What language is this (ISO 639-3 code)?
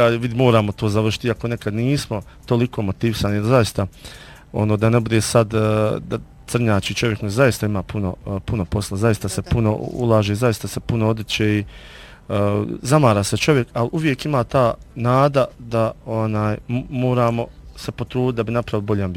bos